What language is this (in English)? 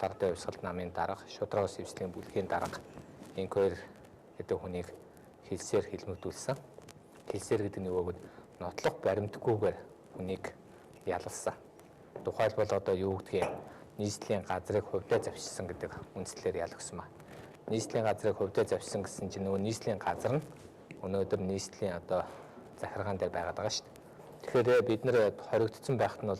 Mongolian